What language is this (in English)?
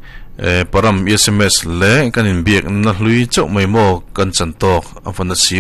Mizo